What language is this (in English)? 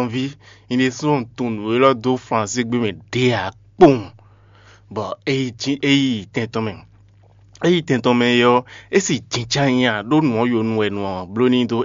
Fon